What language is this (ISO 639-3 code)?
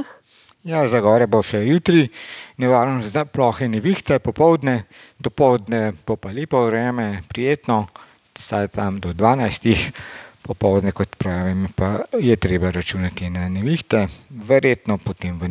slv